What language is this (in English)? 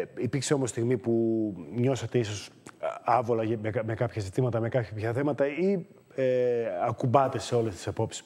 Greek